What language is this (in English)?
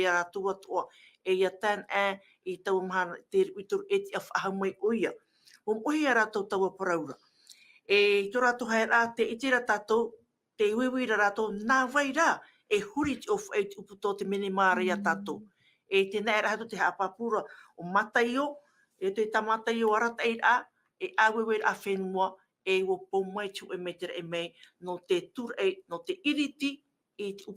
Tahitian